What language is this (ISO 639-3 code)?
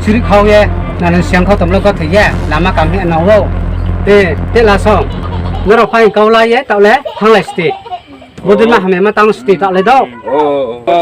ria